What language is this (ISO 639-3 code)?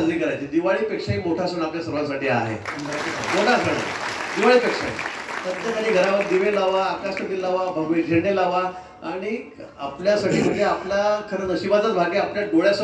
mar